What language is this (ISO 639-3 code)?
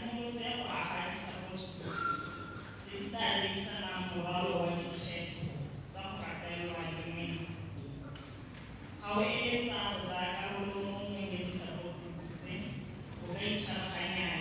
tsn